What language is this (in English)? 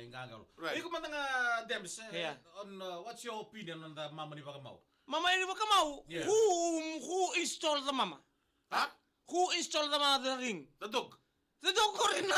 Fijian